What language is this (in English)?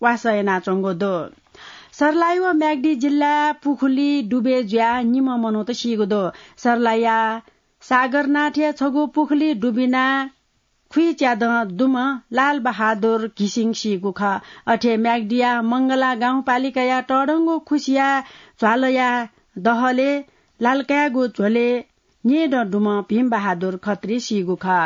Newari